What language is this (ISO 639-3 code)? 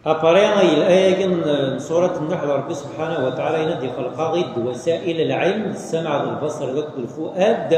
kab